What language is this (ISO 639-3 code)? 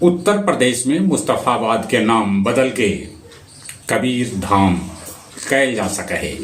mag